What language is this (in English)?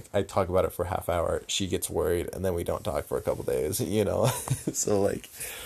English